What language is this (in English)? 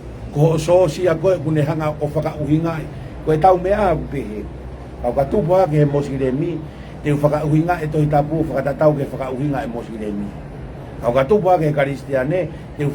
Tongan